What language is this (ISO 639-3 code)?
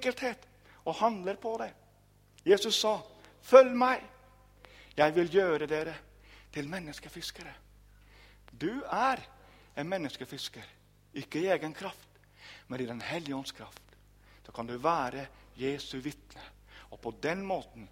nor